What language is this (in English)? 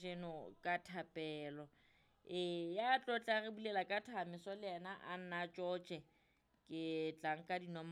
Southern Sotho